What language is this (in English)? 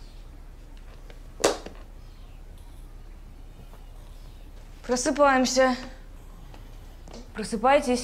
Russian